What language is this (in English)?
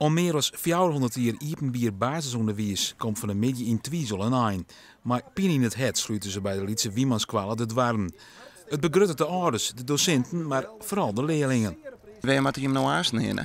Western Frisian